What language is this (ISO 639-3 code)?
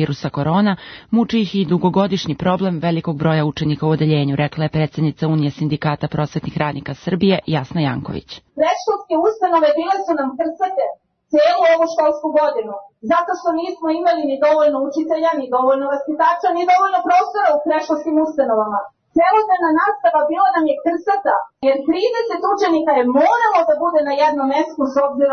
srp